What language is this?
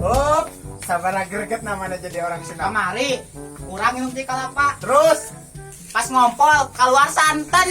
Sundanese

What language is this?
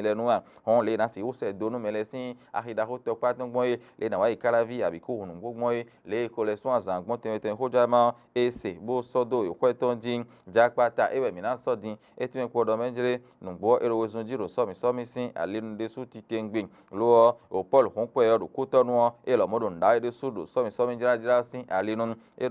Fon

